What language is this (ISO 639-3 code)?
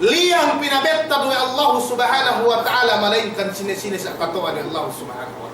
yka